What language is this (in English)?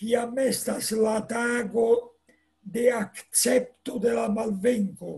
Esperanto